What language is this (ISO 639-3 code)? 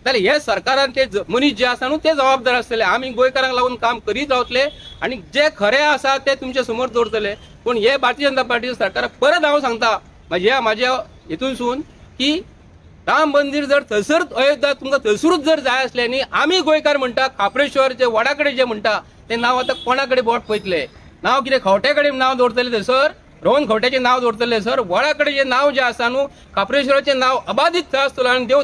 kok